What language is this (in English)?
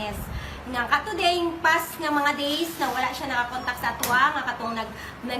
Cebuano